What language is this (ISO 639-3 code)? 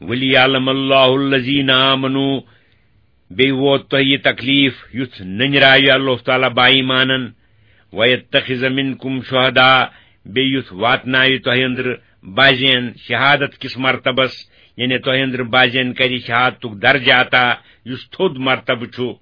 kas